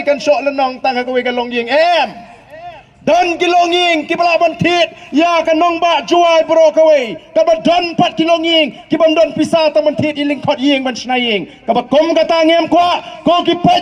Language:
Khasi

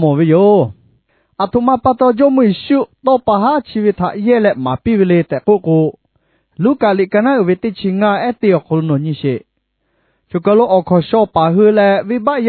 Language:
Lahu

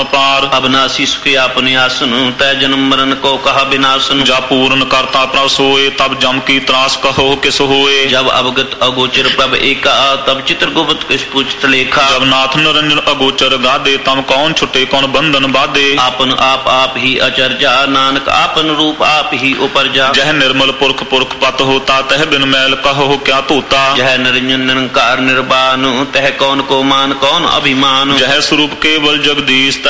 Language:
Punjabi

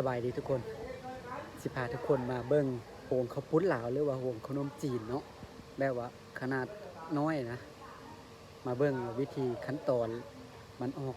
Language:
Lao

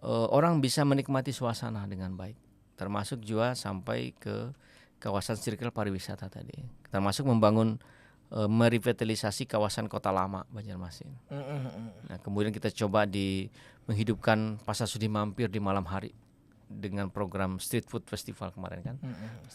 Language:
Banjar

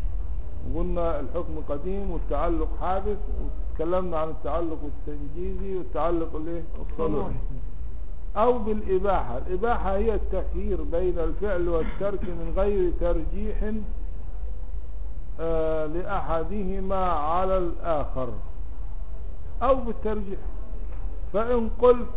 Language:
Arabic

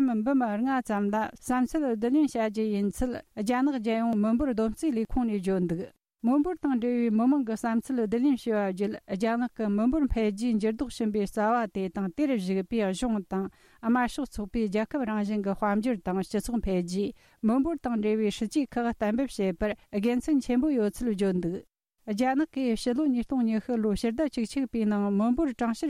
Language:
Tibetan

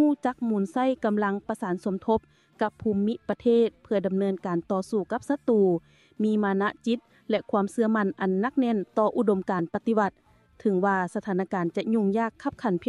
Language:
Lao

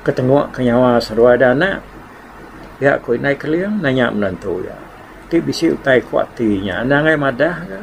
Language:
Iban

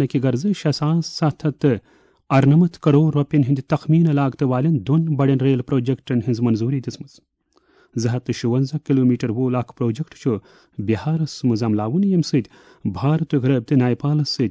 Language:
Kashmiri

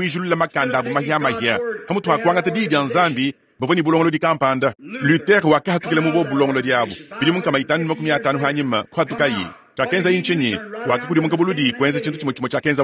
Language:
Luba-Lulua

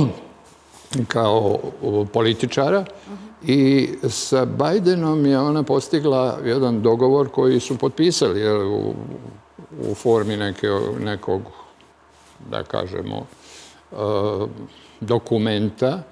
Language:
Serbian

